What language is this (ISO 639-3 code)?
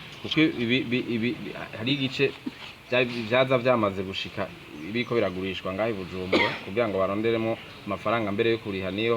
run